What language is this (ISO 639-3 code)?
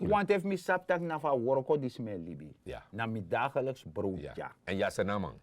srn